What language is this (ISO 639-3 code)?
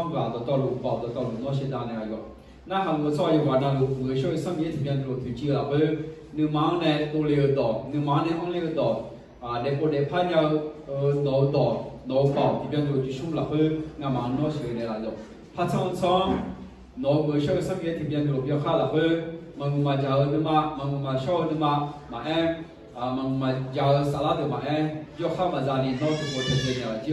ahk